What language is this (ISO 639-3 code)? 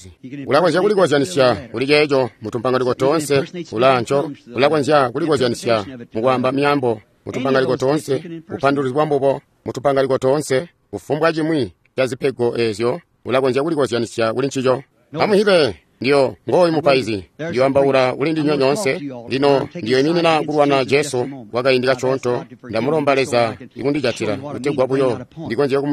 toi